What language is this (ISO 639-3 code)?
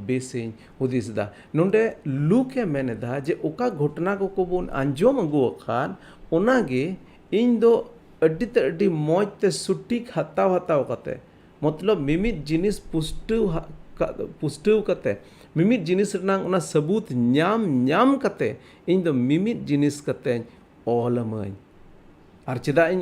sat